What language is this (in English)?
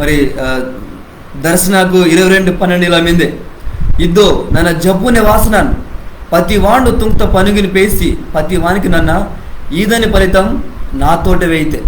Koya